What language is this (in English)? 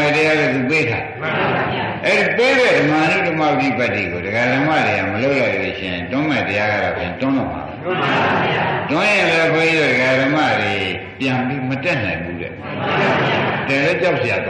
Burmese